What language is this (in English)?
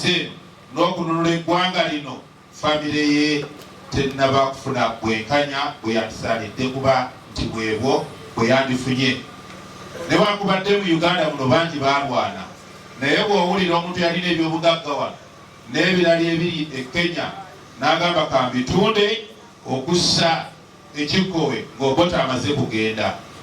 Ganda